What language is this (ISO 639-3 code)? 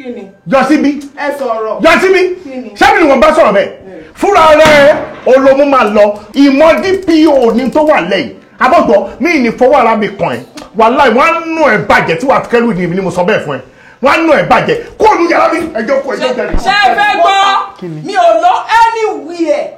yor